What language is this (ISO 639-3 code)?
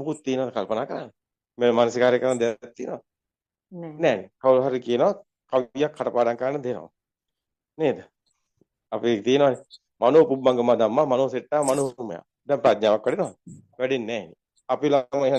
sin